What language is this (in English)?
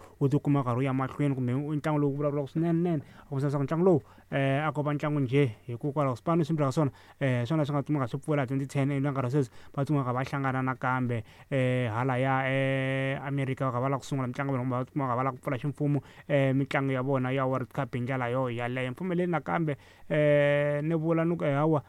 Tsonga